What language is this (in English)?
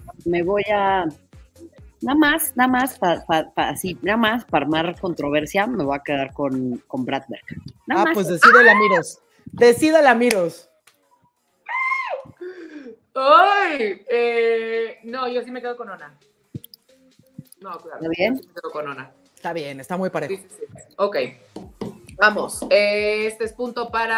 Spanish